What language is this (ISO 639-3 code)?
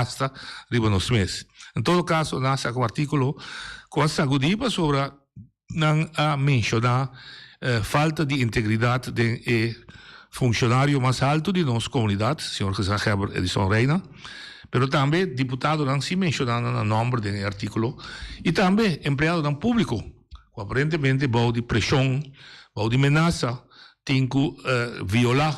pap